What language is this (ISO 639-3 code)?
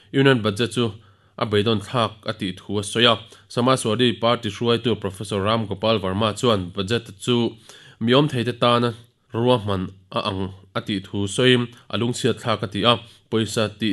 lus